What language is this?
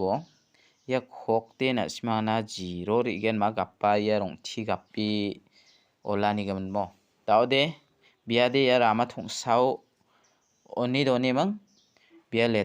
Garo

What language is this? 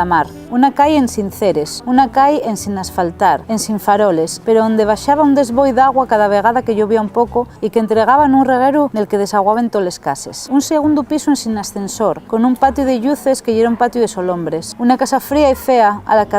Asturian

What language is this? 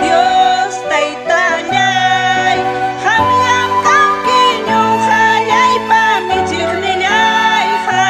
Ayacucho Quechua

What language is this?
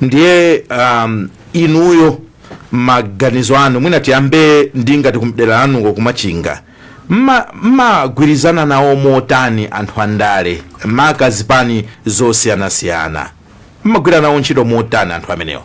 Nyanja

